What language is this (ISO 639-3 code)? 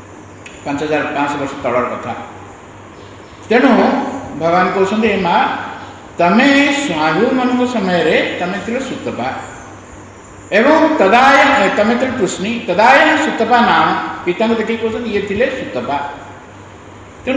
ori